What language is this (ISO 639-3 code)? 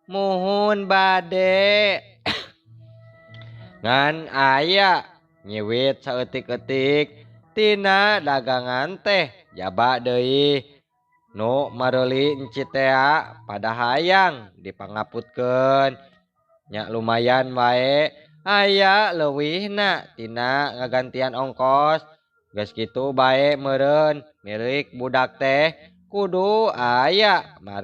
sun